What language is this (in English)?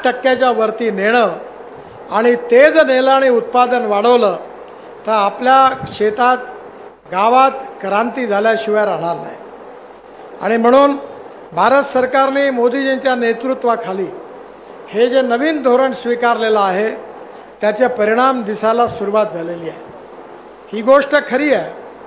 Marathi